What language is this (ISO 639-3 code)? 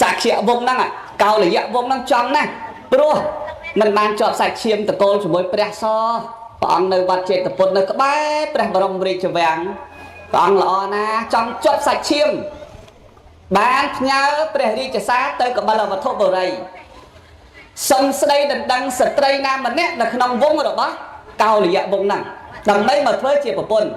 khm